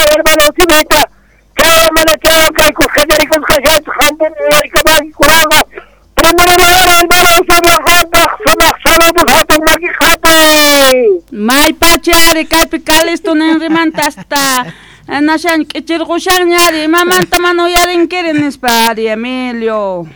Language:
Quechua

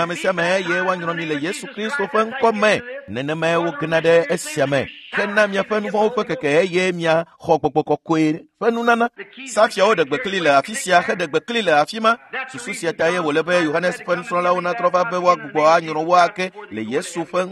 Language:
Ewe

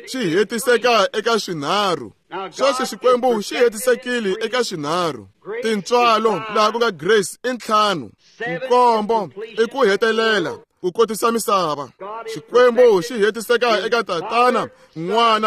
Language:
Tsonga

